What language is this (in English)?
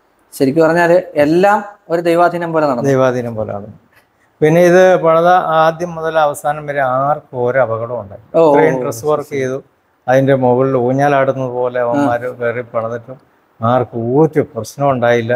Malayalam